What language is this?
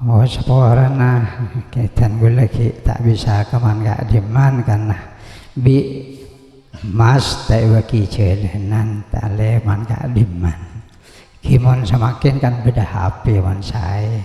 Madurese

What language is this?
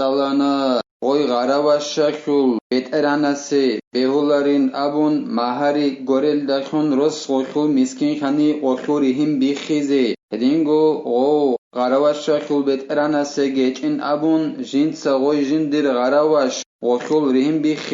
Avaric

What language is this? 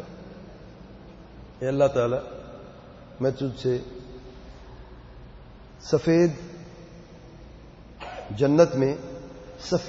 Urdu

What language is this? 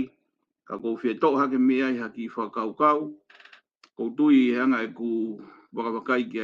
Tongan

